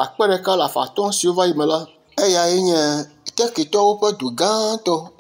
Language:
Ewe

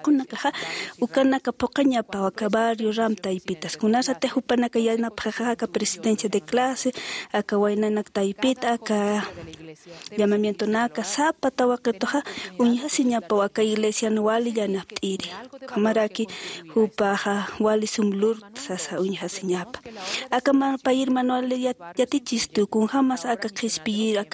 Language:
Aymara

